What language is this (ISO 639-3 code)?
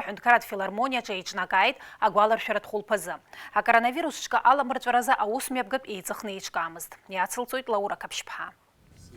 abk